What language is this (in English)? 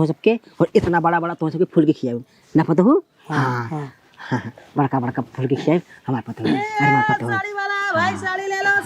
Awadhi